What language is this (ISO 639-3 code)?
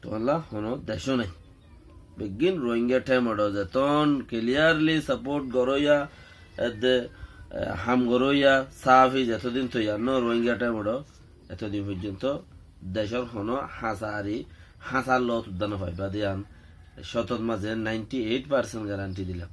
rhg